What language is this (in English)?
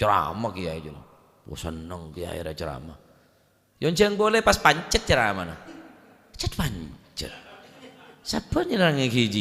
Madurese